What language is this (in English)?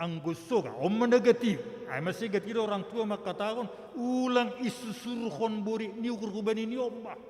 Batak Simalungun